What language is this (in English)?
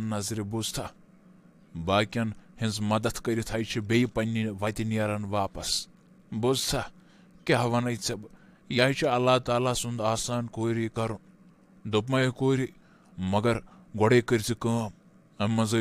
Kashmiri